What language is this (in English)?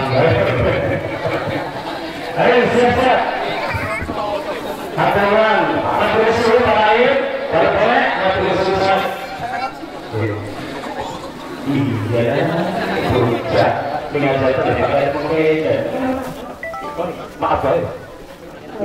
Indonesian